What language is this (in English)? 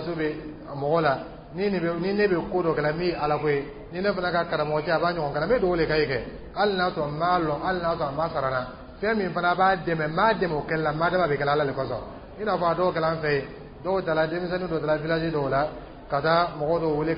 Dyula